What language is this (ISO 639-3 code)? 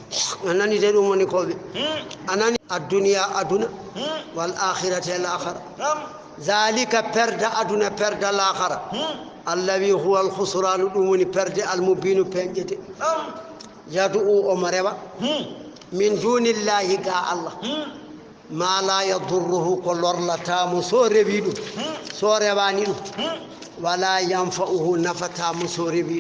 ful